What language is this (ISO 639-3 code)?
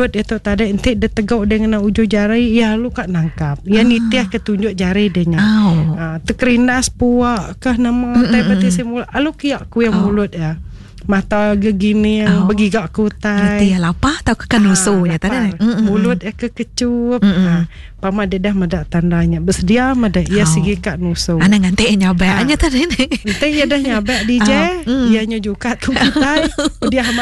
iba